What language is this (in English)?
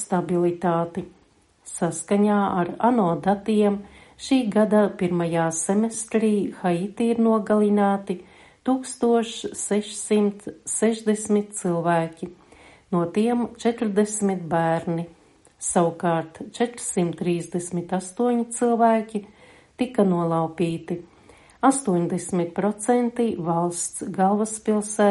Latvian